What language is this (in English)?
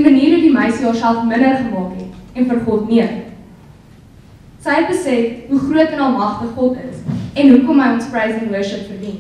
Afrikaans